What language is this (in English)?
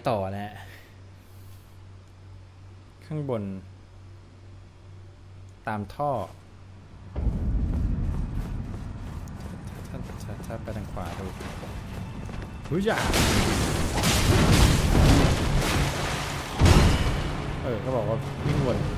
Thai